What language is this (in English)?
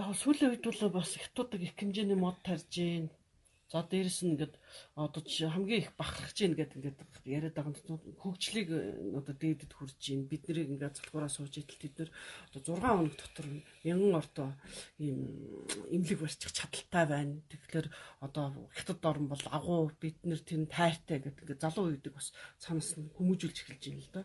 Mongolian